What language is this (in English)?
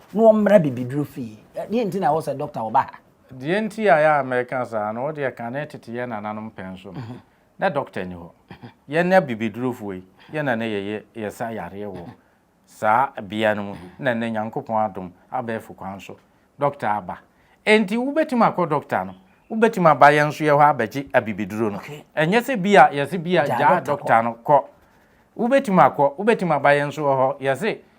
Akan